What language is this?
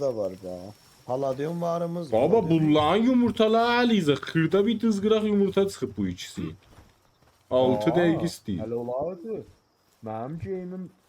South Azerbaijani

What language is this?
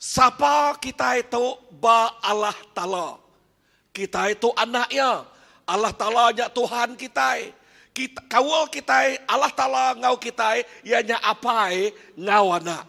Iban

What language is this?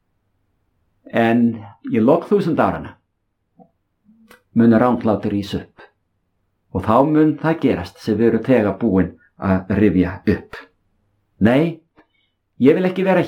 Icelandic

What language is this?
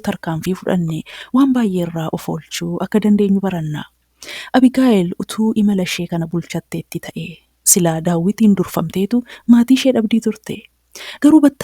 Oromo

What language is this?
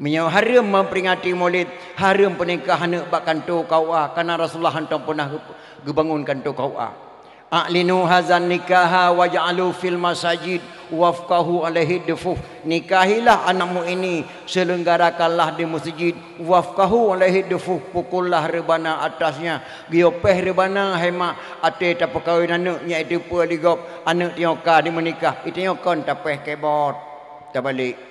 Achinese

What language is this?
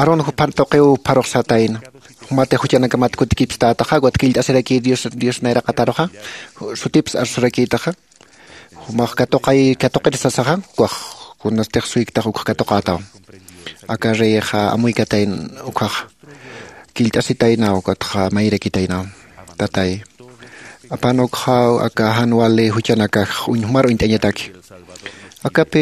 Aymara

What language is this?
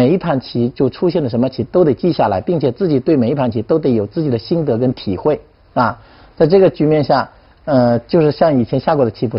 Chinese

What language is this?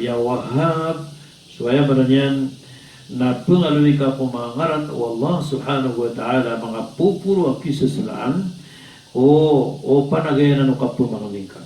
Maranao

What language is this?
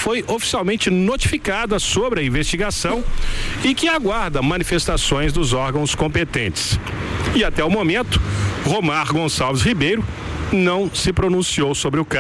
Portuguese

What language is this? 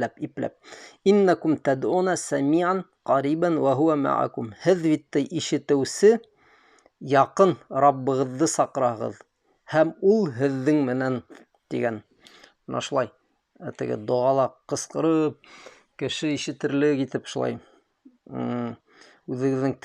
Bashkir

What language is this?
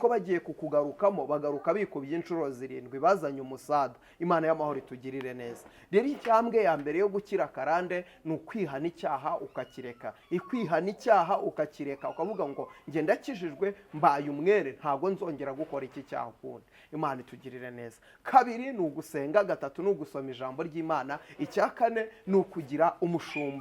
Kinyarwanda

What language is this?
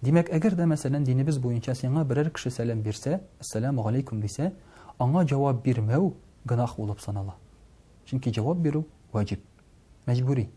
Tatar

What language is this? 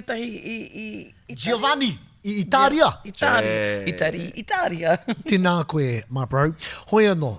Māori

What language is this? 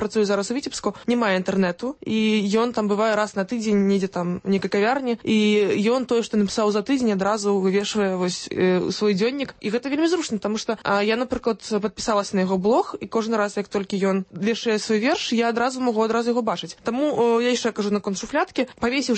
Belarusian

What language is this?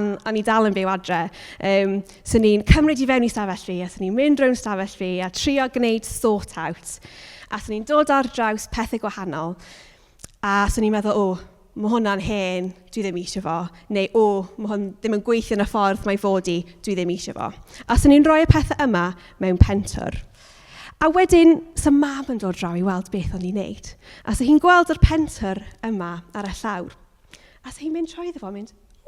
Welsh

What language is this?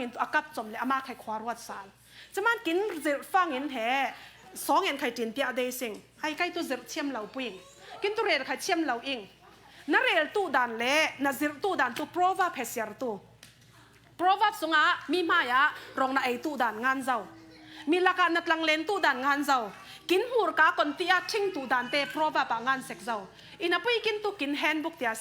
Falam Chin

